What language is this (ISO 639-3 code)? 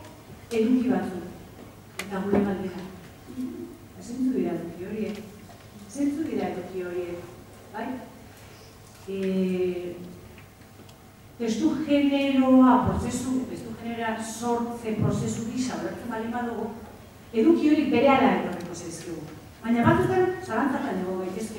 eus